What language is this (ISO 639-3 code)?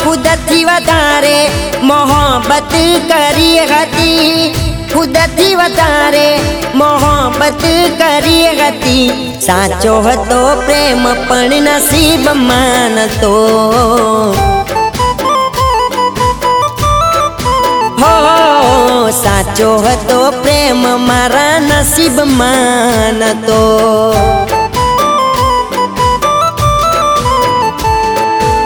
guj